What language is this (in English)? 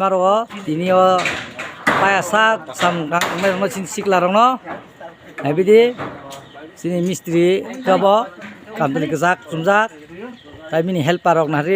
Kok Borok